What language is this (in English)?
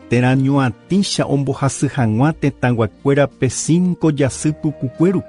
Guarani